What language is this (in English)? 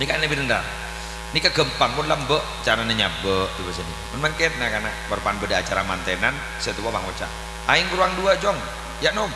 Madurese